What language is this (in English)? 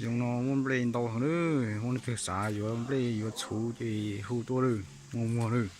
Hmong